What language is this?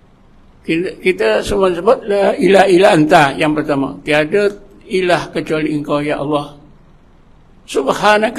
Malay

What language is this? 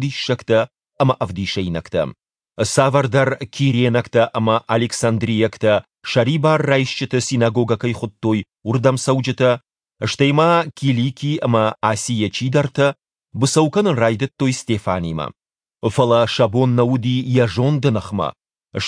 Ossetic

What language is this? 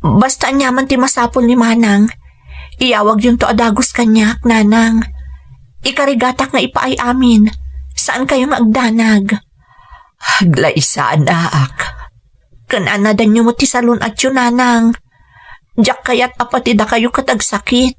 Iloko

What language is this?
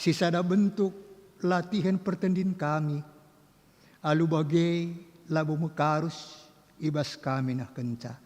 Batak Karo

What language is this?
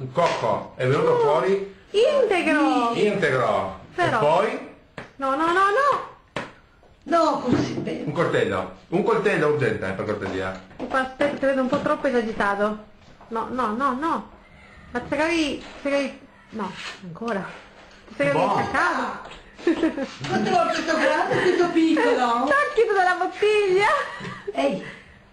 Italian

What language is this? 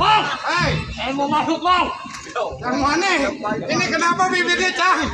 Betawi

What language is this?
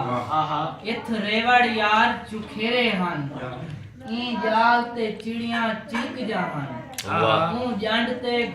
Saraiki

